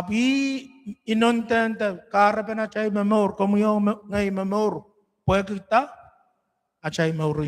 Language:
Pohnpeian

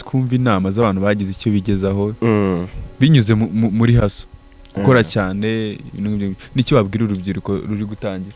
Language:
Kinyarwanda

